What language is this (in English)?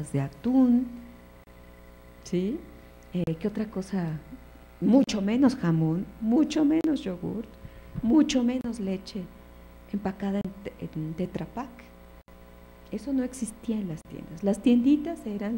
Spanish